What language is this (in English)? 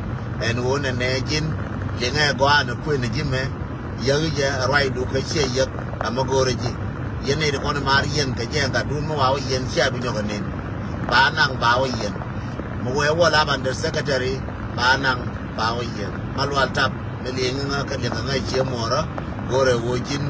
Nuer